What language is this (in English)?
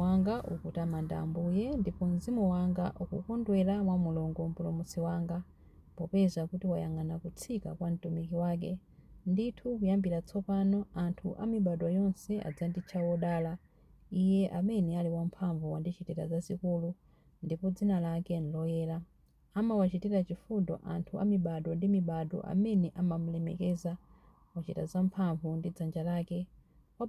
Nyanja